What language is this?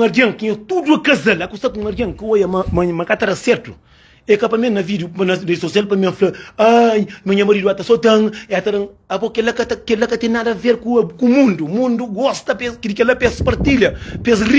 Kabuverdianu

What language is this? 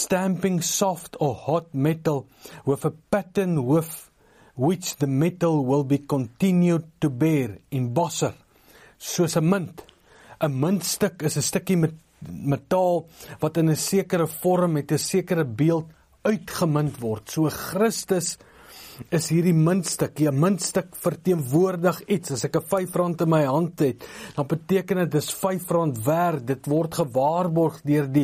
Afrikaans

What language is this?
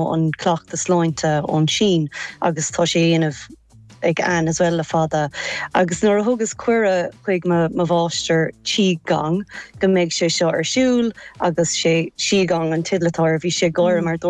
Irish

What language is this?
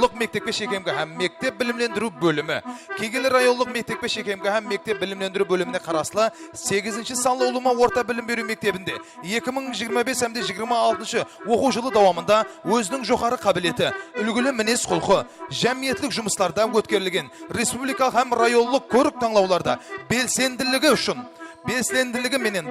Kara-Kalpak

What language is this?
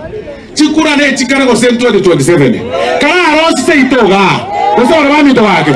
Gusii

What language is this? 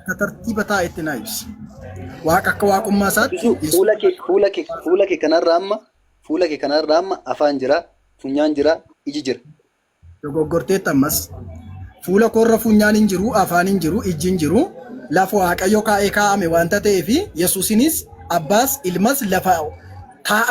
Oromo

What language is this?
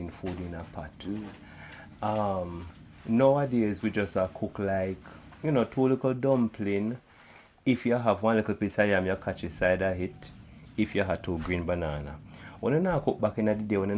Jamaican Creole English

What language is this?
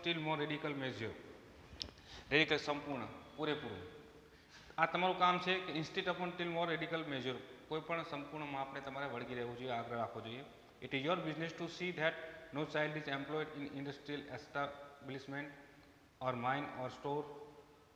Gujarati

